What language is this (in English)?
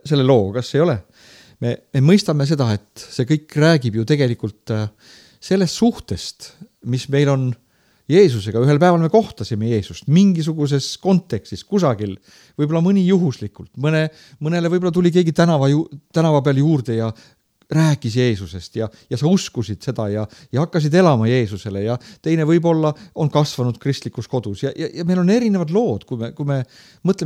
Estonian